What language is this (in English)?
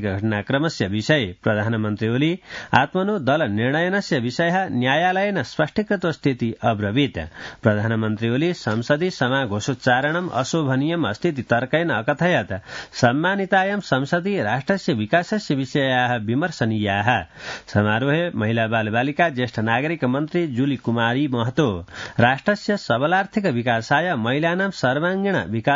Sanskrit